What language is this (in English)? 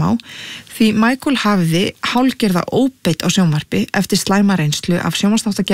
Icelandic